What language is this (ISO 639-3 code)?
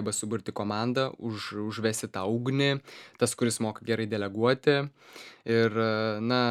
lit